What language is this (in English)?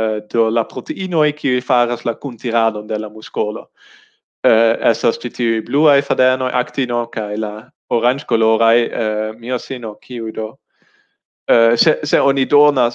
Esperanto